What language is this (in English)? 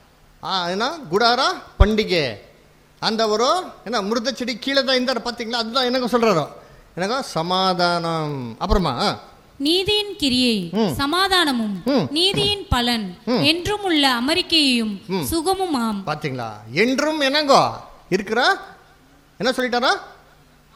Tamil